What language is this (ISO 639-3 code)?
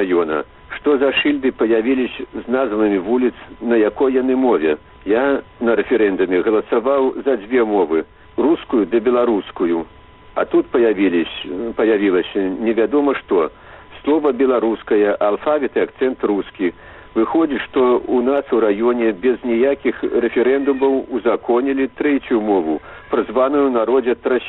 bel